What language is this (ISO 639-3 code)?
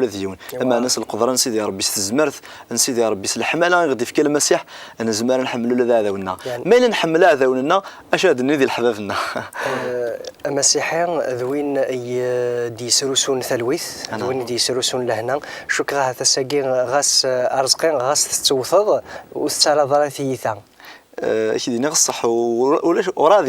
kab